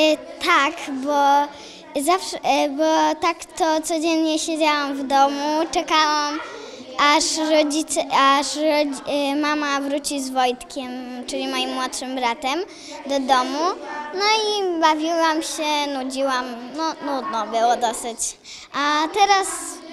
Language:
Polish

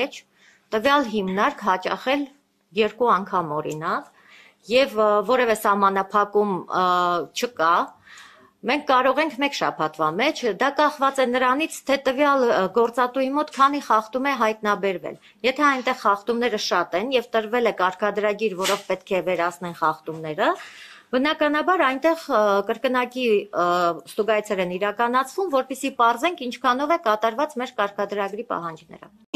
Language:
Armenian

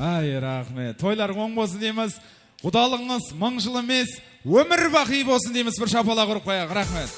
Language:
Kara-Kalpak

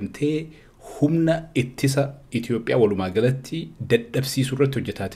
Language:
Oromo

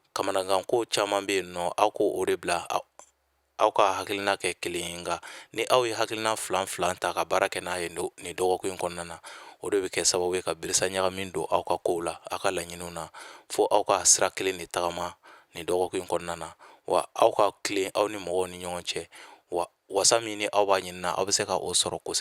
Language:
Bambara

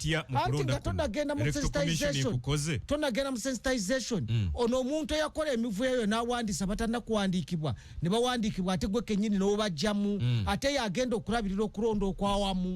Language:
Ganda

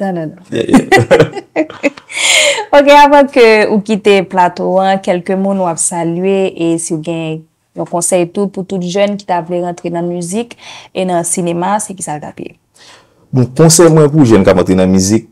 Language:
Haitian Creole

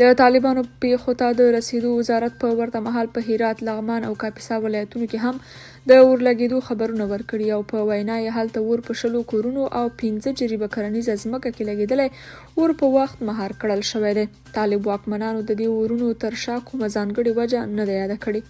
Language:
Pashto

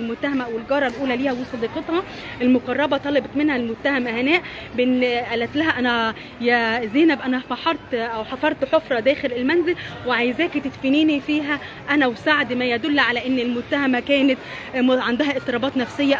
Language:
Egyptian Arabic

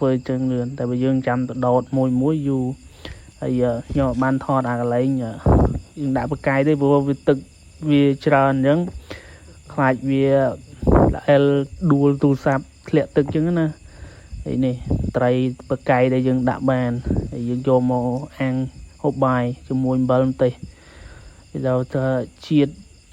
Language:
Khmer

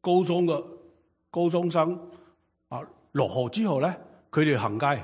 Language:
Cantonese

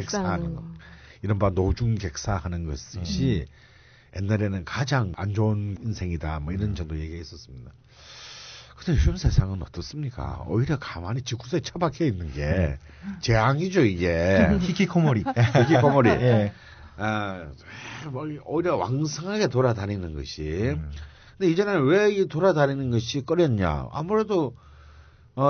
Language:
Korean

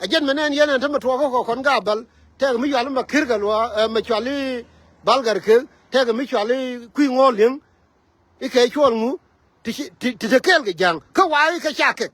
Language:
Nuer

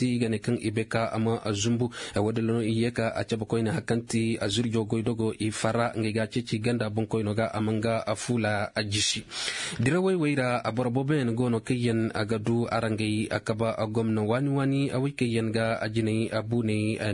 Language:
Zarma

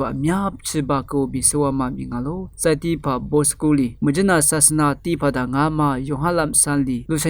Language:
Lisu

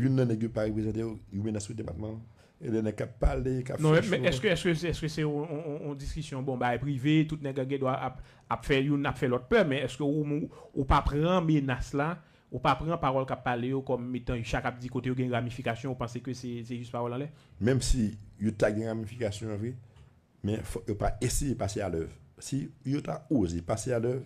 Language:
Haitian Creole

